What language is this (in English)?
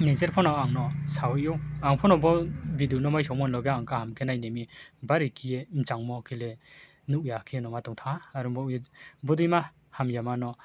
Riang (India)